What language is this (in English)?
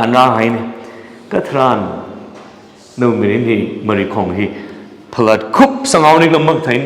Tangkhul Naga (India)